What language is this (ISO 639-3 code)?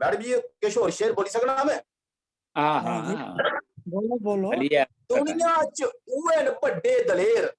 doi